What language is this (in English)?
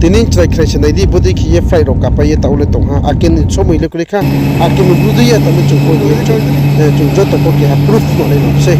Riang (India)